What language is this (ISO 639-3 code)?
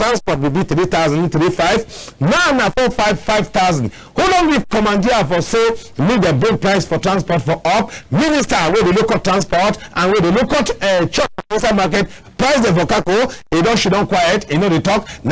wes